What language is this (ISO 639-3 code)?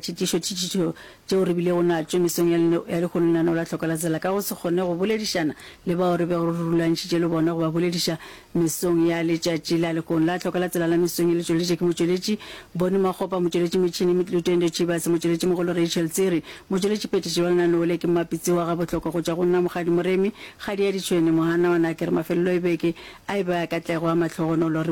nso